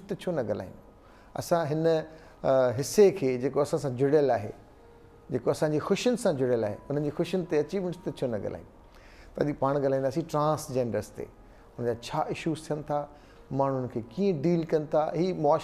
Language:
Sindhi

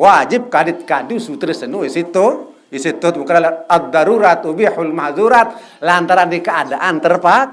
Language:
Sasak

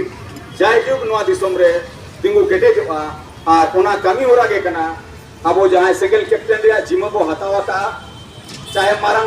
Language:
Santali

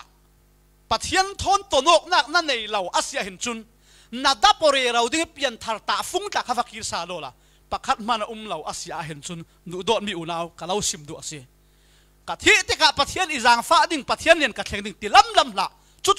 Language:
Falam Chin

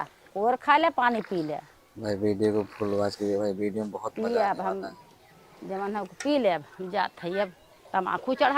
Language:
Awadhi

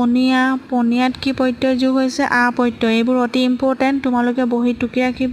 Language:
Assamese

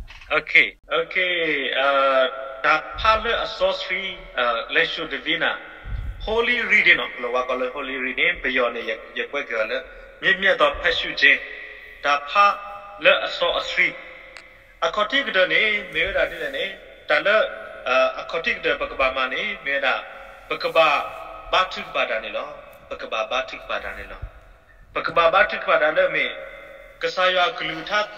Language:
S'gaw Karen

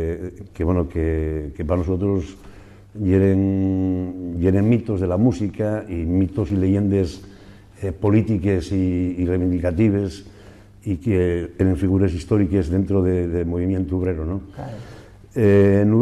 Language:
Asturian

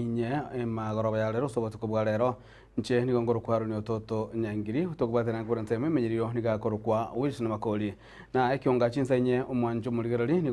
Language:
Gusii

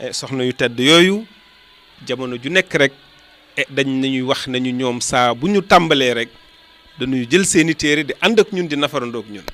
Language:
Wolof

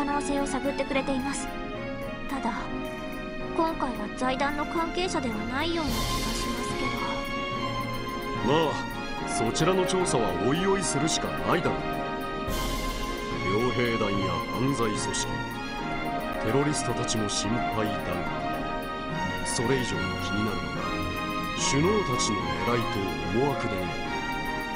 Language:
Japanese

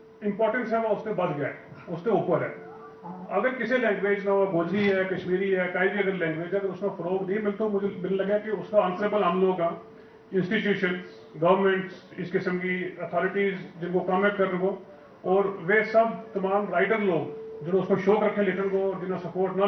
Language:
Gujari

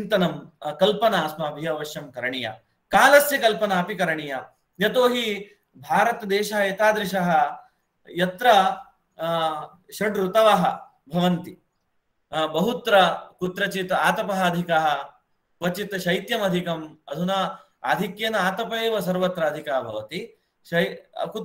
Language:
Sanskrit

